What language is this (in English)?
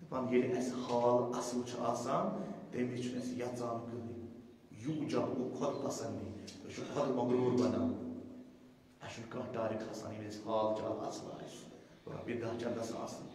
Kashmiri